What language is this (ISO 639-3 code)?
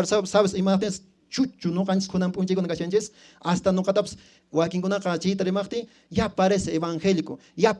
que